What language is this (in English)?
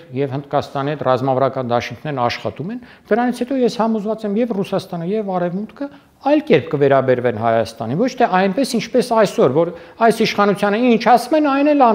Armenian